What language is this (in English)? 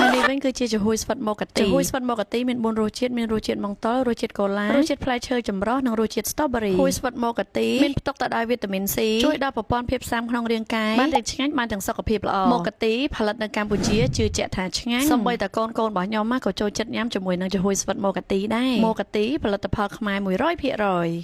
Khmer